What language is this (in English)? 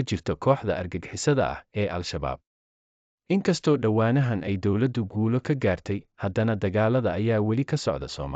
Somali